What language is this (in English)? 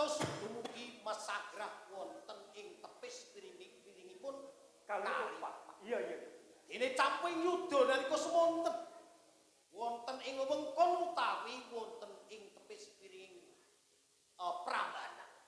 Javanese